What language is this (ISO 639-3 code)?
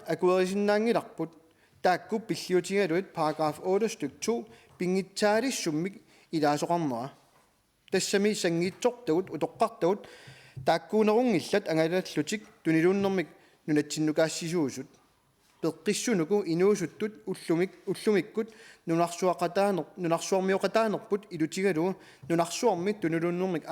kal